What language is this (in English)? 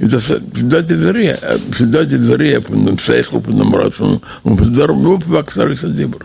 Yiddish